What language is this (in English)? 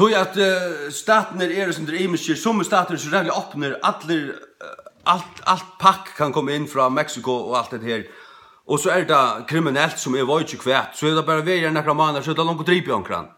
Faroese